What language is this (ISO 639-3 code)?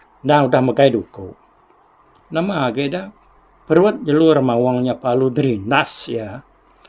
iba